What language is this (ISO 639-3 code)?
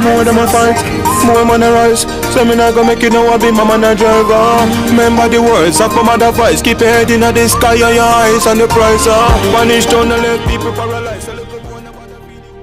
jam